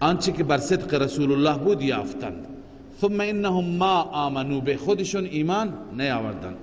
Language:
Persian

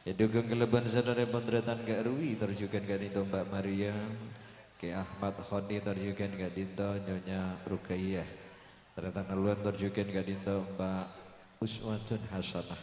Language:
Madurese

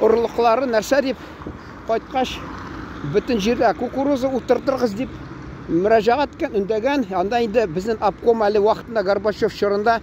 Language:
Tatar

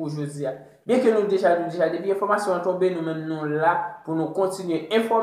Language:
Haitian Creole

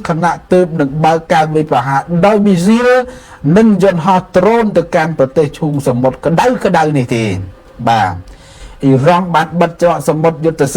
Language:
Khmer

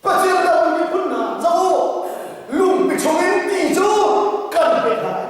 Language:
Hakha Chin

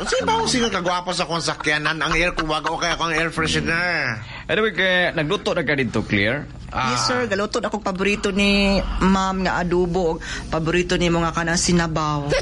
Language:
Cebuano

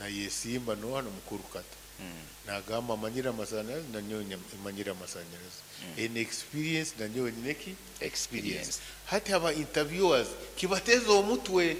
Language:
Nyoro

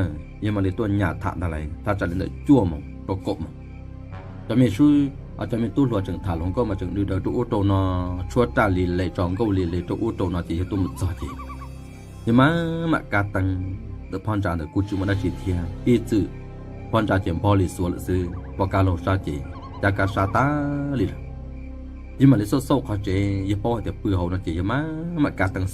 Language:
Hmong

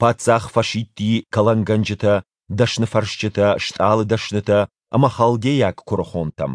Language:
Ossetic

